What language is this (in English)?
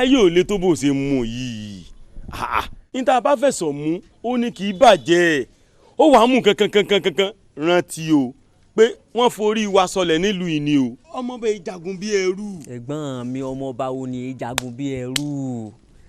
Yoruba